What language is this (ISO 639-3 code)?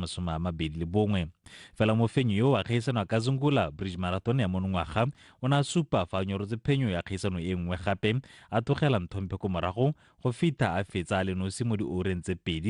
tsn